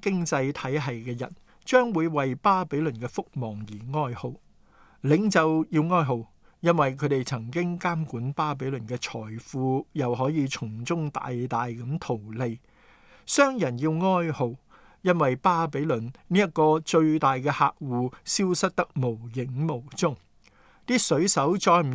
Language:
Cantonese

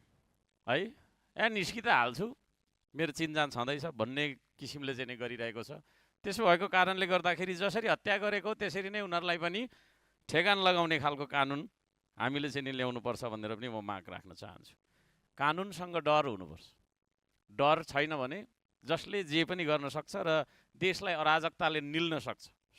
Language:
Nepali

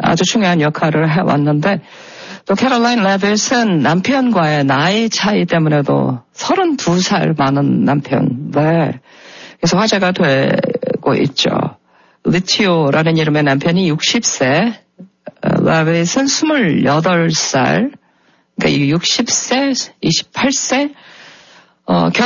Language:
Korean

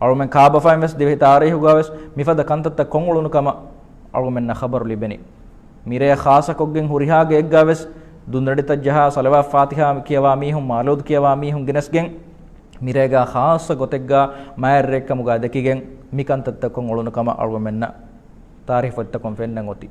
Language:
Divehi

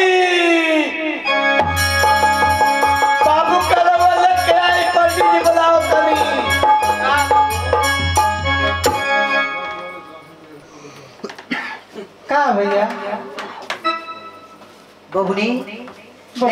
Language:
Bhojpuri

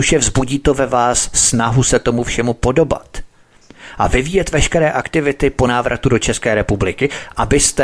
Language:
Czech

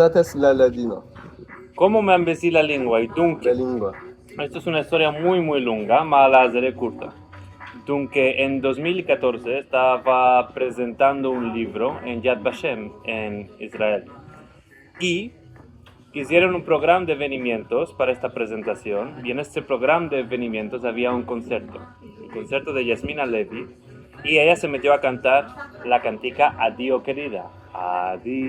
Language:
Ladino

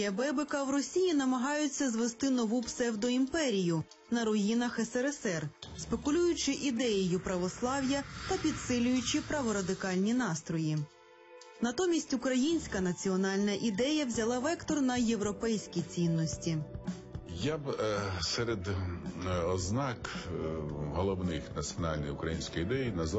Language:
Ukrainian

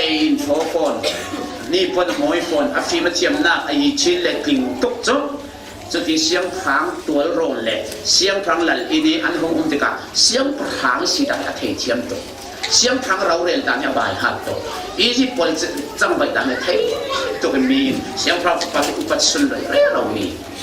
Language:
Falam Chin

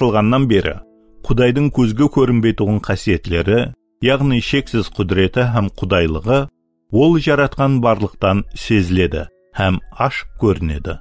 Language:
Kara-Kalpak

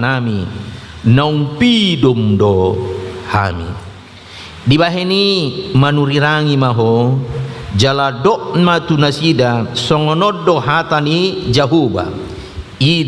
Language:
Batak Toba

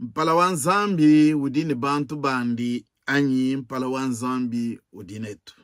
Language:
Luba-Lulua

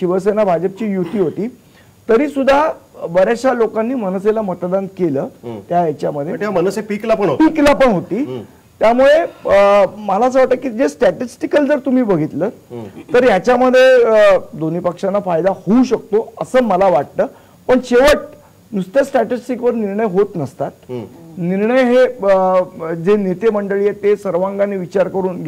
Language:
Marathi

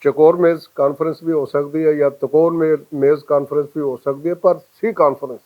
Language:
Western Panjabi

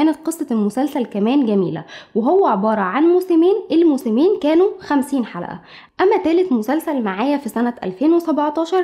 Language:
Egyptian Arabic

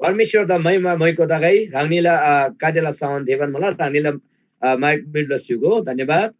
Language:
Eastern Tamang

